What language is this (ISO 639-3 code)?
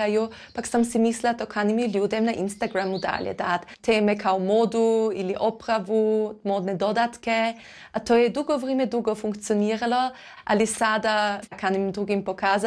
hrv